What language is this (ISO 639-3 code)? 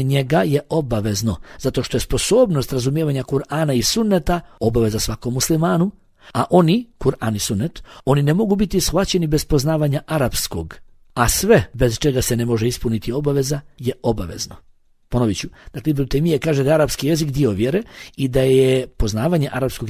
bos